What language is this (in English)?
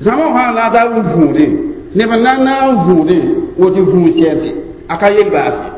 Mossi